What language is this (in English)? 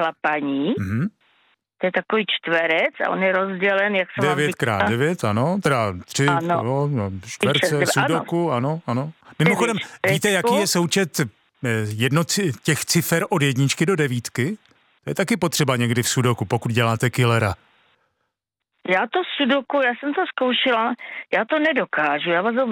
Czech